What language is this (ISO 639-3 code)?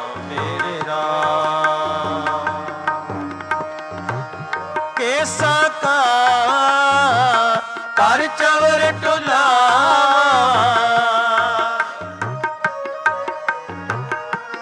pan